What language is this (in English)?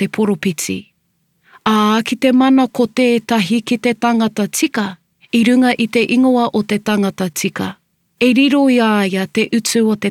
Māori